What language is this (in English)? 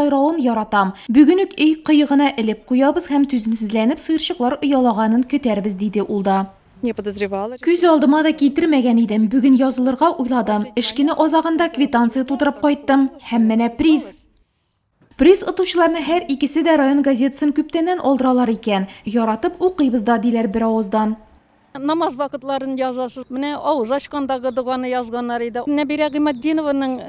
Tatar